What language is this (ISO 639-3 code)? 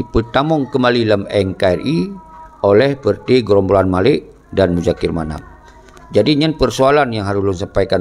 ace